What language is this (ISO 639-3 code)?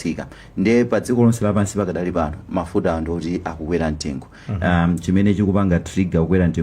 nya